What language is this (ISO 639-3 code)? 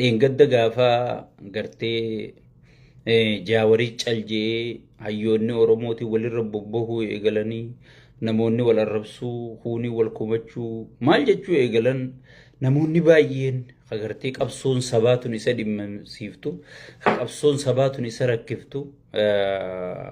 orm